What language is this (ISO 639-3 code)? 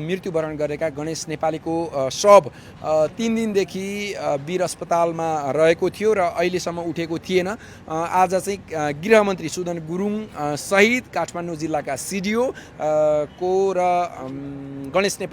nep